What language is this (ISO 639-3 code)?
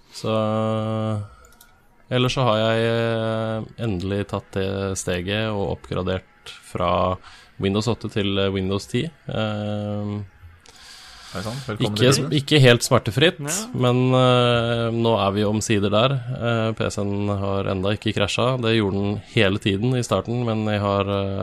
nor